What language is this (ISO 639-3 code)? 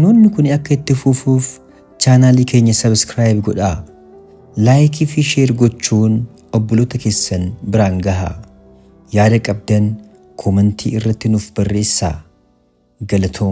orm